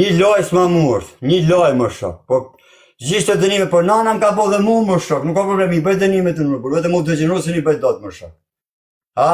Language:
Albanian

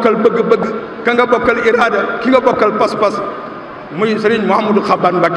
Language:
Wolof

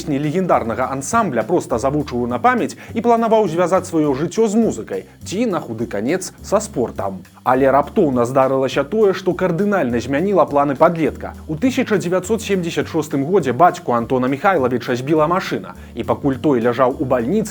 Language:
Belarusian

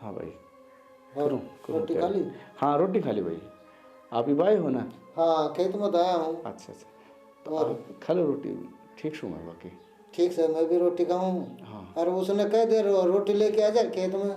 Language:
Haryanvi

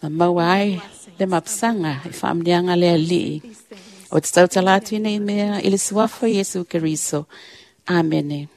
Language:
Samoan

